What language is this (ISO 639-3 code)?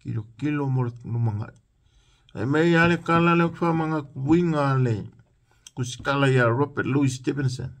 smo